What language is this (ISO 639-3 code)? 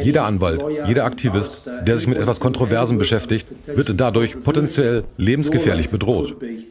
deu